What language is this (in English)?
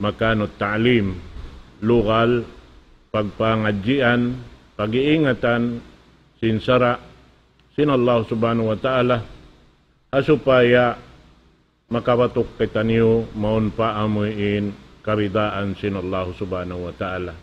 Tausug